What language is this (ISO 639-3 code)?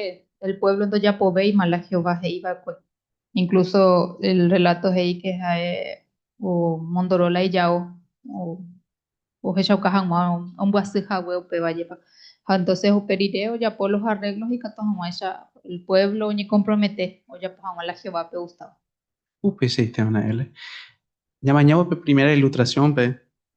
grn